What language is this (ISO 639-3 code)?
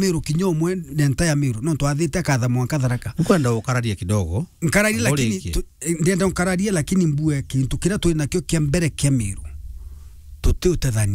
mer